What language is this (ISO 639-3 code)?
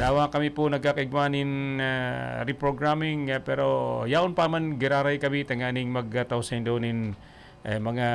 bik